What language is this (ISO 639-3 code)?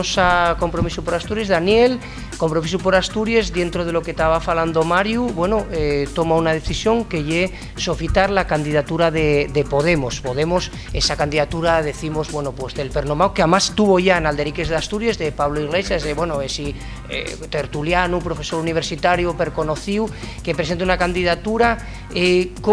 ast